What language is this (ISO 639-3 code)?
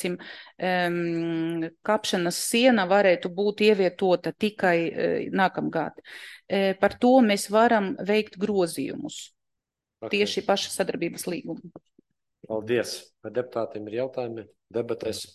lav